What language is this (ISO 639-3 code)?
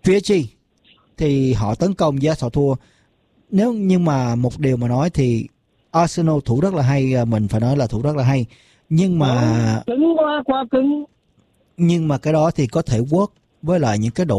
vie